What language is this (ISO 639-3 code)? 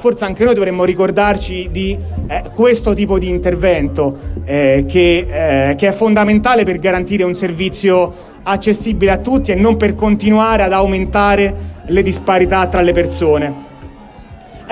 ita